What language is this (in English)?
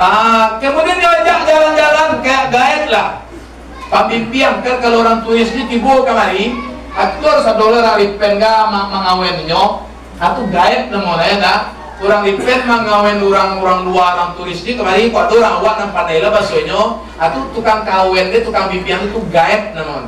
Minangkabau